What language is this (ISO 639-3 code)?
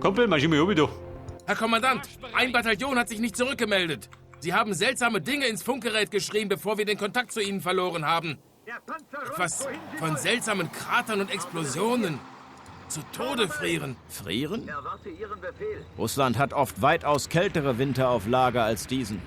bar